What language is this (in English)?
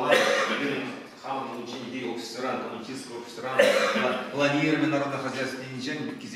Chuvash